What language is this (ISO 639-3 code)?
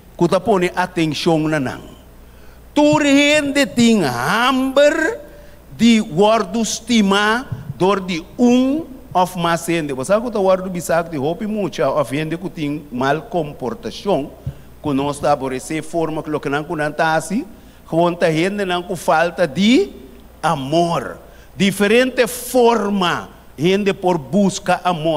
pap